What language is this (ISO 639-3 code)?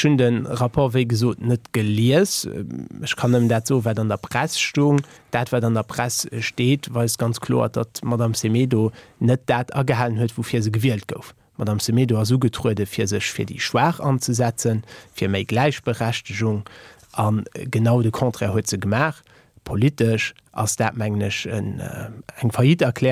ltz